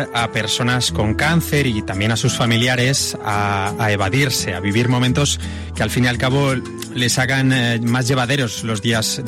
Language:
Spanish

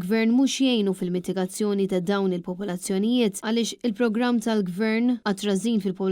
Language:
Maltese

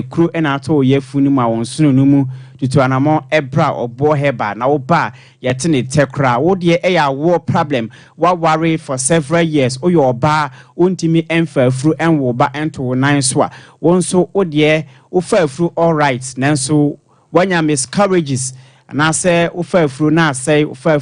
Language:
Akan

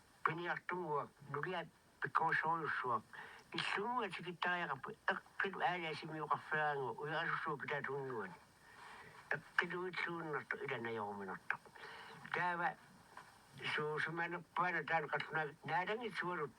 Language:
Kalaallisut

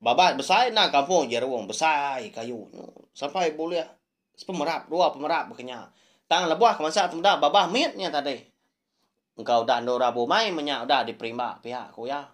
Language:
Iban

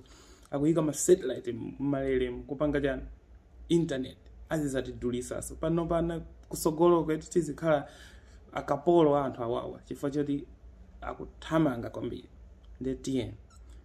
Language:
Nyanja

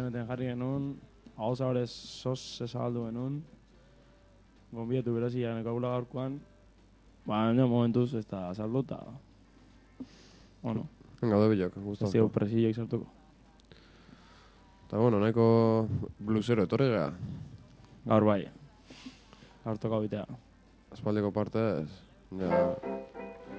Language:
Basque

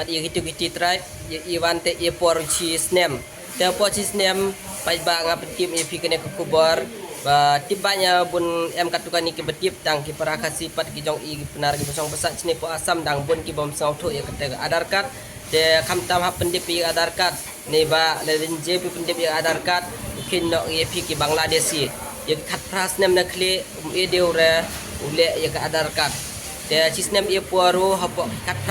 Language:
Khasi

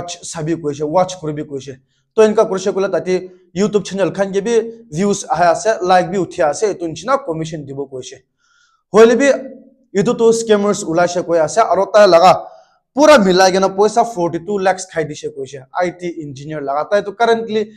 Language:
Naga Pidgin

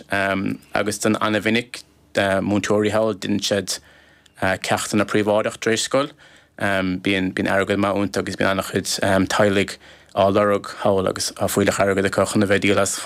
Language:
Irish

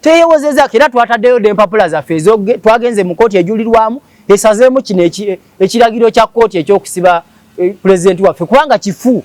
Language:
Ganda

